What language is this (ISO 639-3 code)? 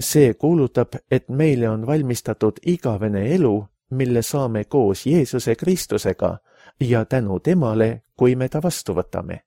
est